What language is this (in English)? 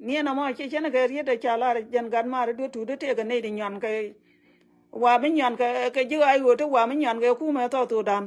Nuer